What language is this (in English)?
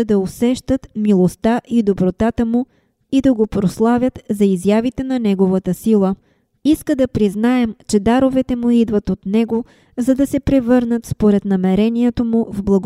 Bulgarian